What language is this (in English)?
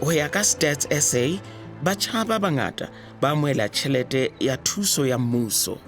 Southern Sotho